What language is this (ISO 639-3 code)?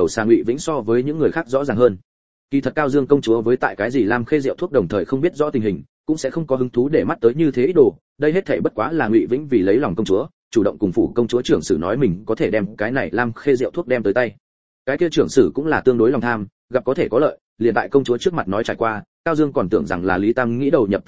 vie